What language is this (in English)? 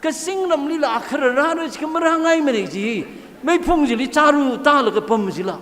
Tangkhul Naga (India)